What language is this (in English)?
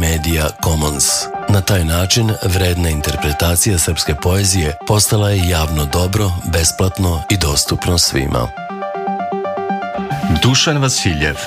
Serbian